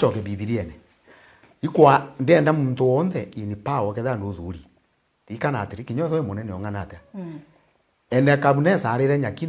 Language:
Meru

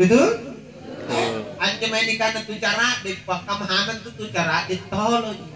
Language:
Makasar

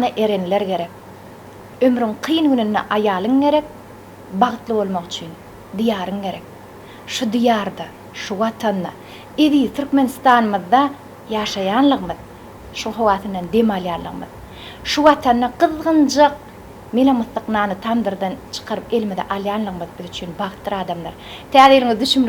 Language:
Turkmen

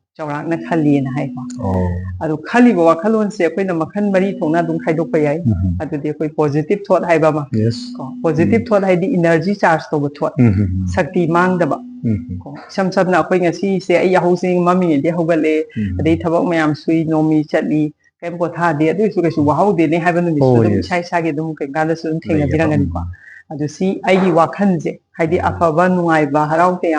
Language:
Manipuri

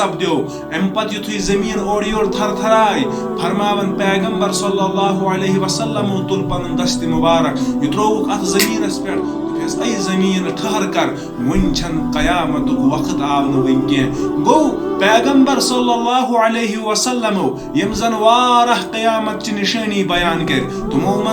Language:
Kashmiri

